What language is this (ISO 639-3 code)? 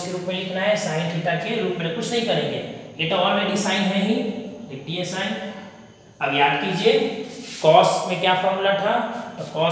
hin